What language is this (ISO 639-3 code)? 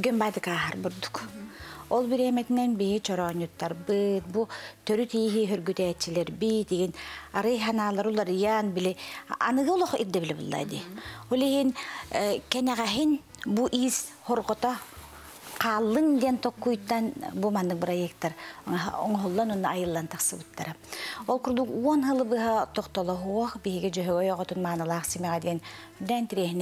sah